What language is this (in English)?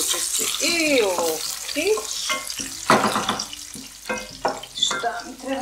Croatian